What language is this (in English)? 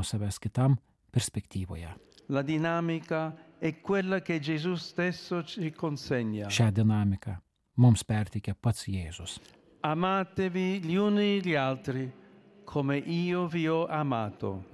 Lithuanian